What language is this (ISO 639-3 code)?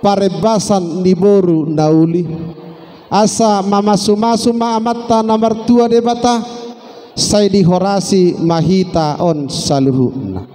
bbc